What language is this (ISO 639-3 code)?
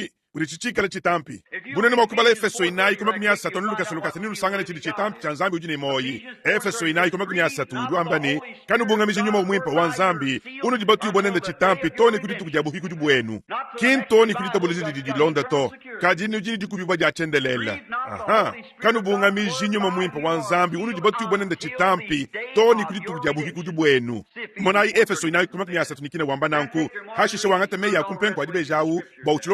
lua